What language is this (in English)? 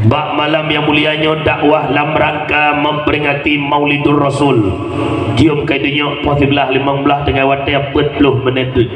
Achinese